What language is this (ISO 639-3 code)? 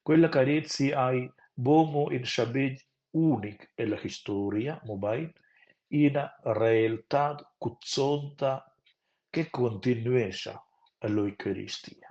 roh